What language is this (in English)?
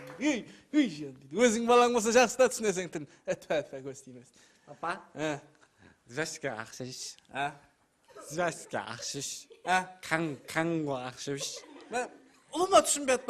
Kara-Kalpak